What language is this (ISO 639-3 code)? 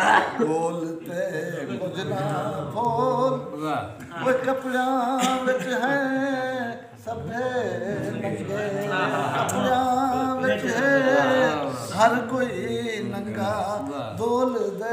skr